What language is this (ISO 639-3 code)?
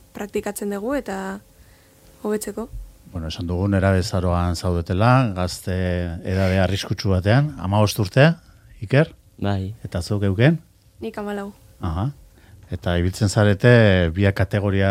eus